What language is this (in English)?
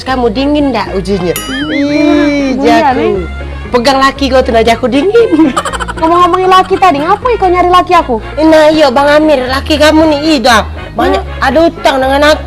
Musi